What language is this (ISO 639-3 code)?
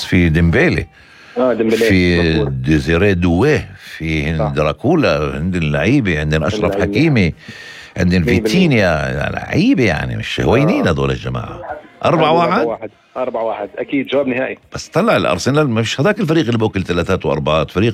apc